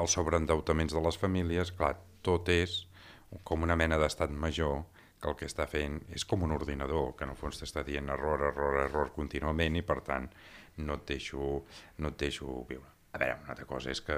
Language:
Catalan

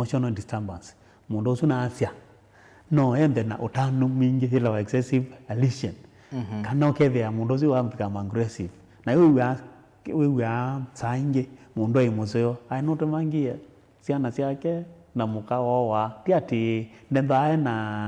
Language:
Kamba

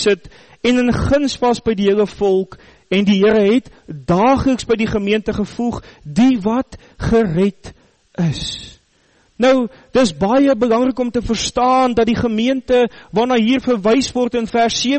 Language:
Afrikaans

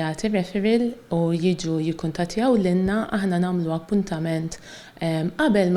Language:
Maltese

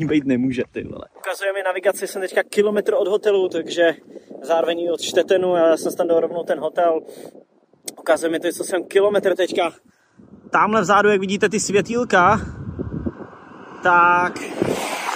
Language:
Czech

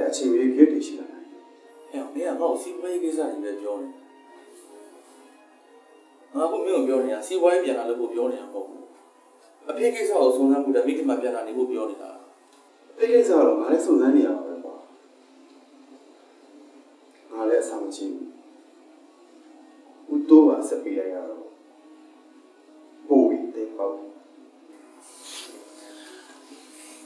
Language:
Burmese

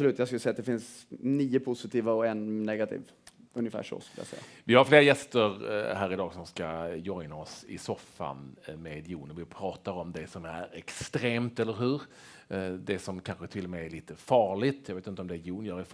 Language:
Swedish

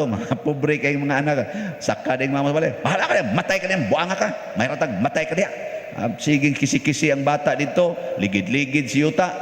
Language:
Cebuano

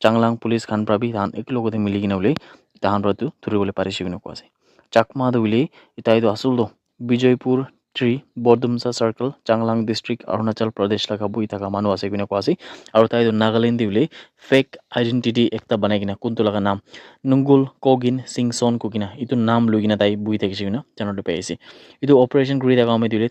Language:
Naga Pidgin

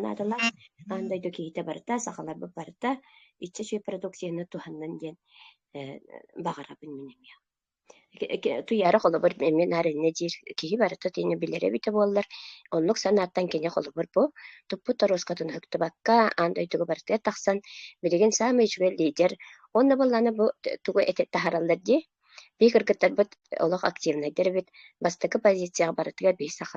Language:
Yakut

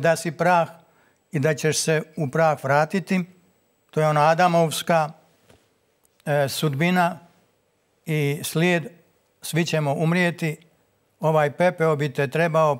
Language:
Croatian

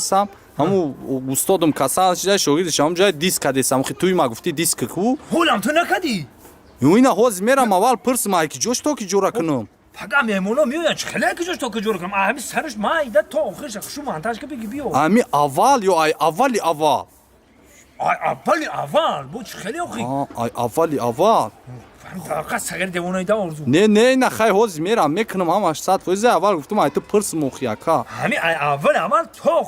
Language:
Tajik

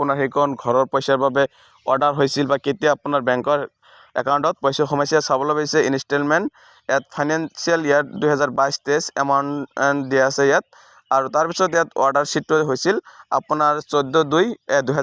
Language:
Assamese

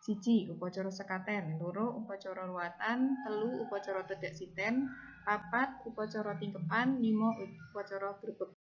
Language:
Javanese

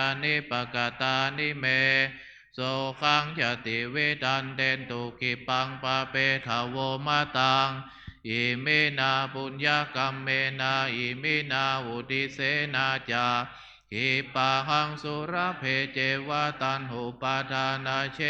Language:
Pali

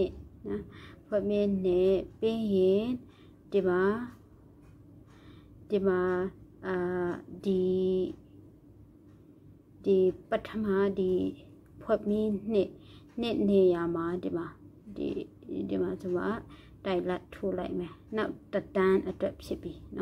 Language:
Burmese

